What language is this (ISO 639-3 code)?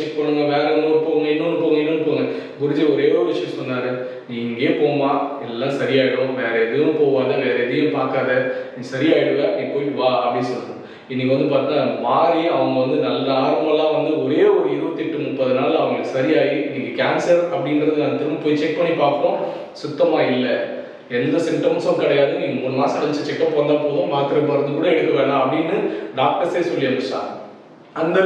tam